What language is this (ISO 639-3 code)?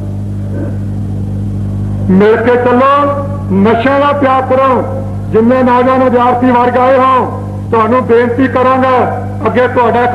pan